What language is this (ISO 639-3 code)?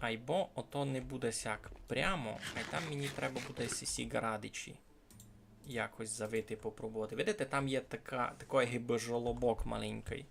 rue